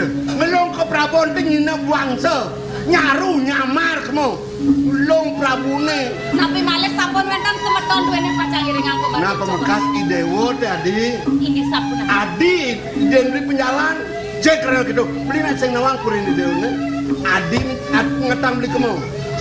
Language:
Balinese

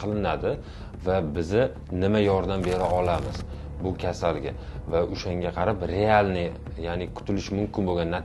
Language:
Uzbek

